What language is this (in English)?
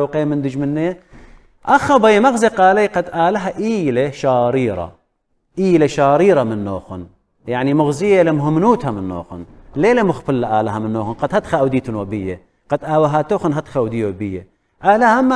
Assyrian Neo-Aramaic